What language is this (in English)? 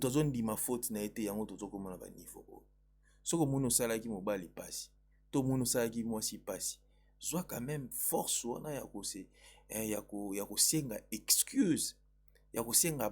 Lingala